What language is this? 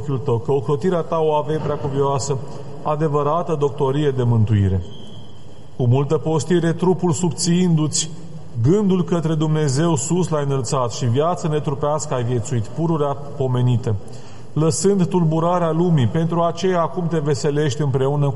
Romanian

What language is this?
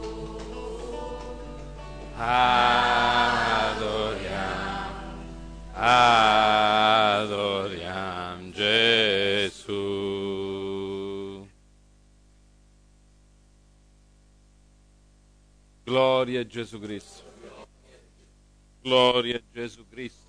Italian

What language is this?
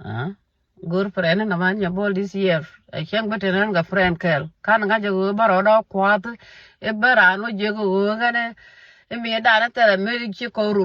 Nuer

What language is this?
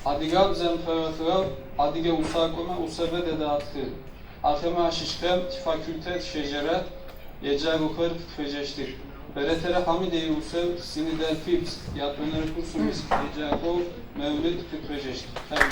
Adyghe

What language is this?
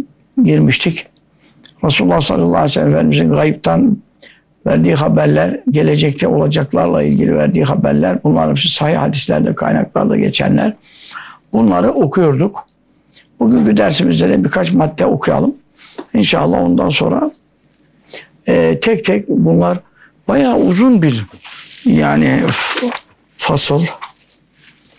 Turkish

